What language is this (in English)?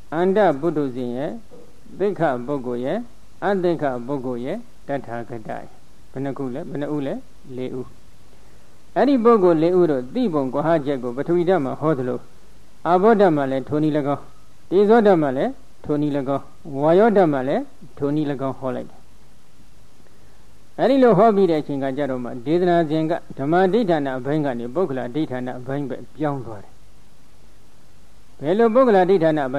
Burmese